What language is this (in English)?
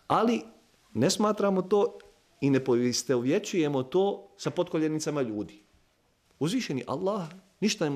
Bosnian